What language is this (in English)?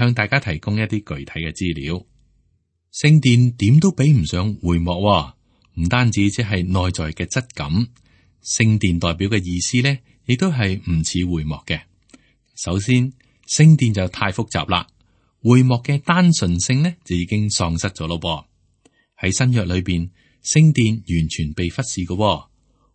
Cantonese